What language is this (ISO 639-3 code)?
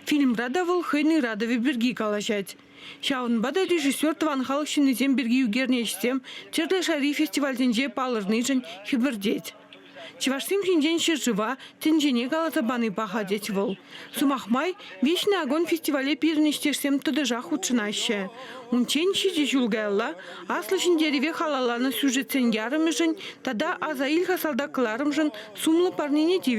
chv